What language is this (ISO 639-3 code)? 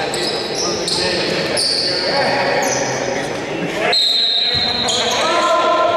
ell